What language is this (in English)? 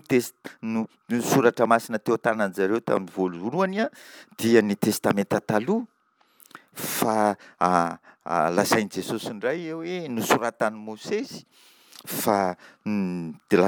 Malagasy